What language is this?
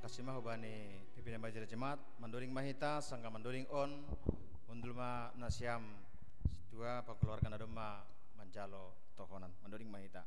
Batak Simalungun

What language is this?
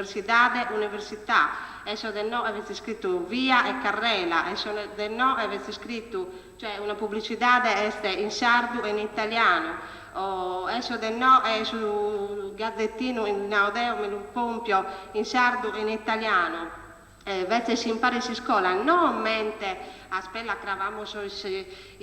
Sardinian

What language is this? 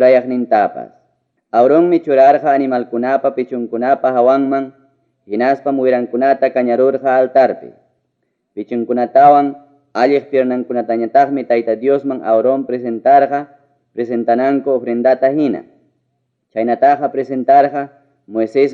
Ayacucho Quechua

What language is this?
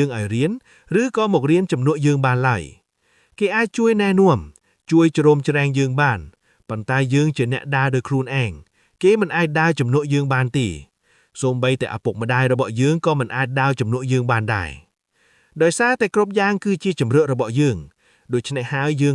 Khmer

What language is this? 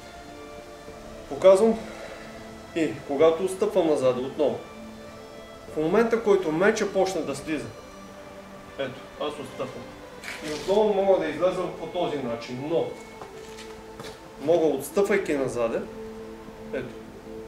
Bulgarian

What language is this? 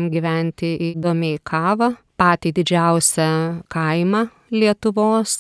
Lithuanian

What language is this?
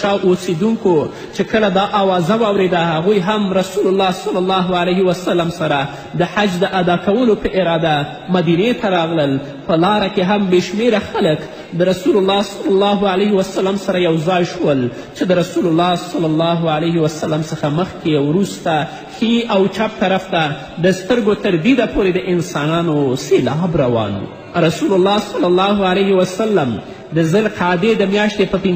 Pashto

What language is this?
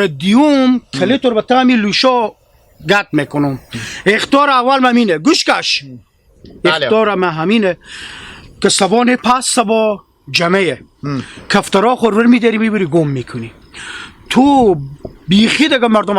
Hazaragi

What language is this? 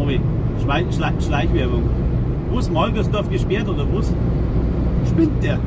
Bavarian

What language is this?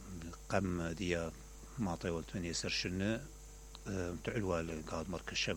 Mesopotamian Arabic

